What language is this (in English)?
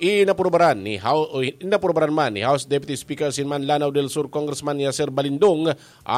Bikol